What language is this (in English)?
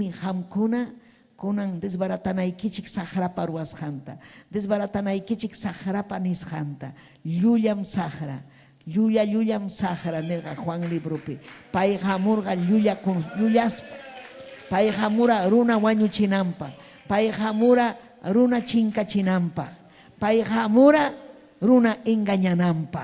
Ayacucho Quechua